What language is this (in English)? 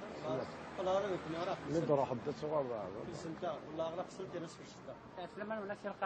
Kabyle